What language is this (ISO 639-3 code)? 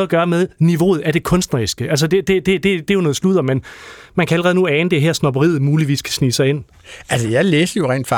dan